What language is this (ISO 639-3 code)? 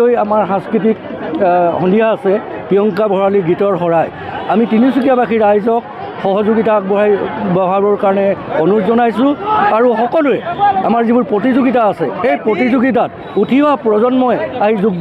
asm